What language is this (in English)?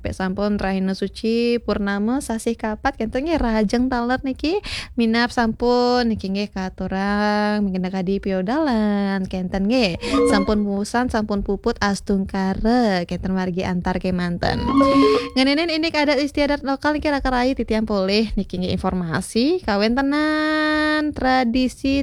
Balinese